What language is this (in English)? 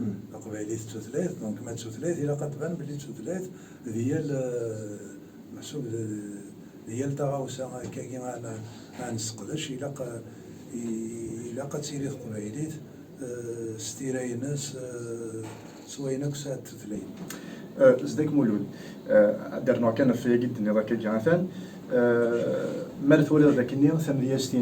Kabyle